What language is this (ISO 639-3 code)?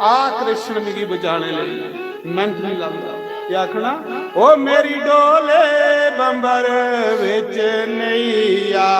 doi